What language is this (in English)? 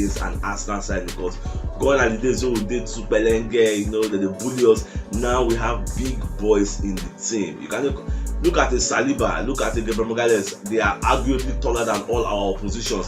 Nigerian Pidgin